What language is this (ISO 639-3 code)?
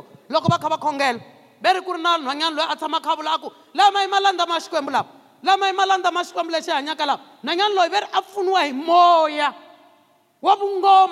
tso